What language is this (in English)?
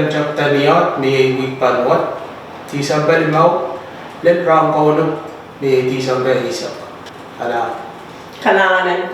Pohnpeian